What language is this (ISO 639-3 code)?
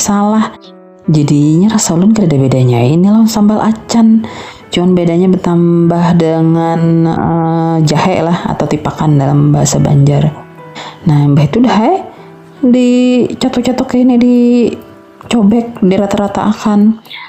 bjn